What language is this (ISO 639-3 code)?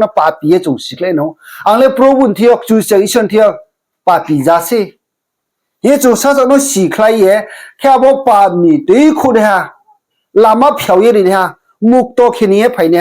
ria